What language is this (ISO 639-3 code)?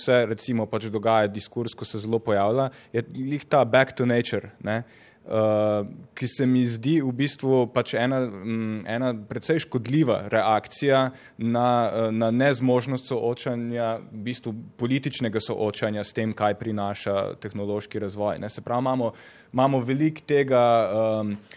slv